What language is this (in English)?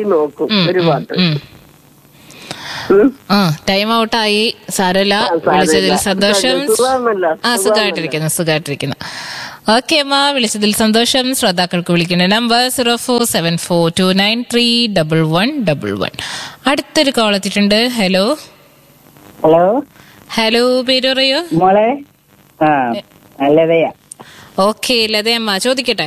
Malayalam